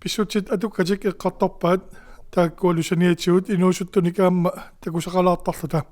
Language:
Kalaallisut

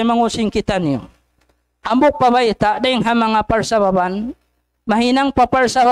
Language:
Tausug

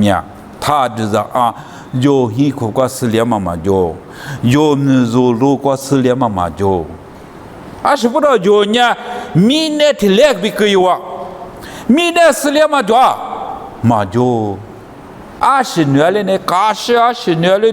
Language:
Lisu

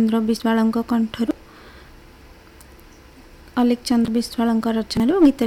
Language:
Odia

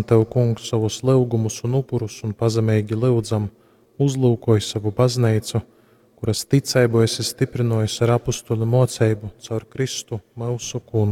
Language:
Latgalian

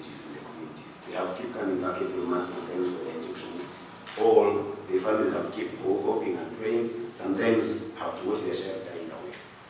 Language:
Nyankole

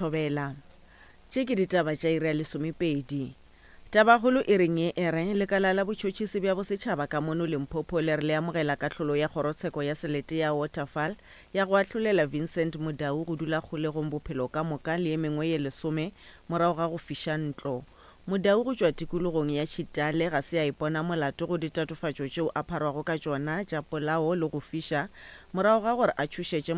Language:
Northern Sotho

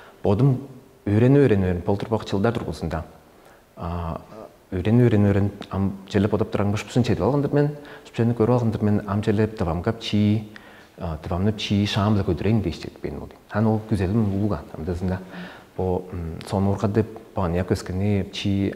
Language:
Tuvinian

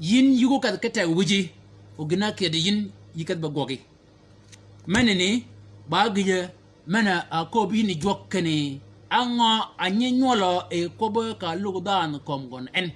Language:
Shilluk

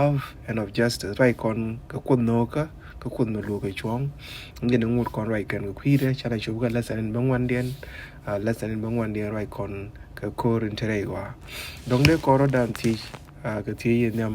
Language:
Nuer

